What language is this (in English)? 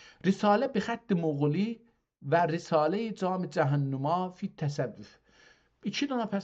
South Azerbaijani